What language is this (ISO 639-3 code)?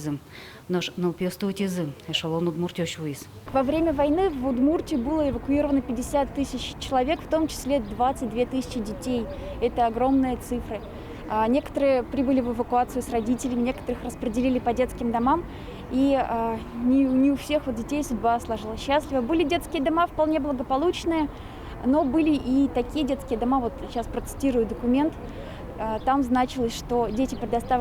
udm